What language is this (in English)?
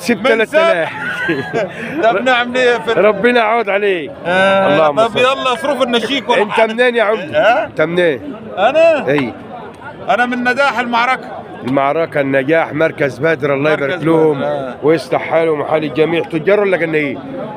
Egyptian Arabic